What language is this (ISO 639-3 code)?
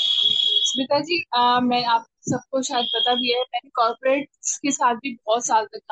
hin